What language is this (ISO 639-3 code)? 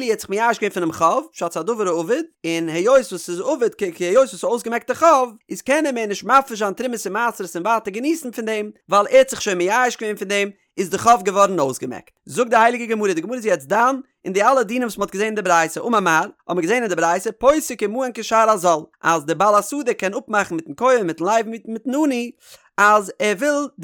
yid